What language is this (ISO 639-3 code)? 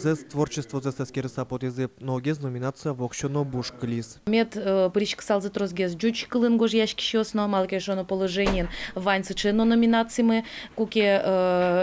udm